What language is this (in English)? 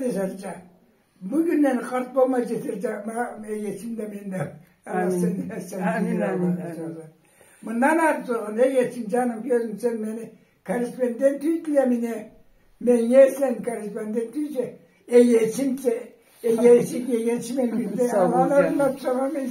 Karachay-Balkar